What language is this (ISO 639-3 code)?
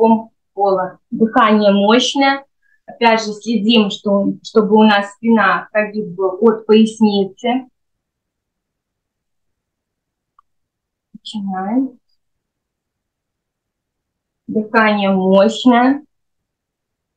rus